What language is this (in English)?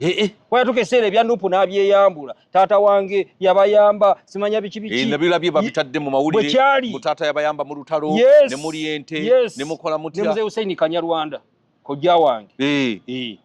Ganda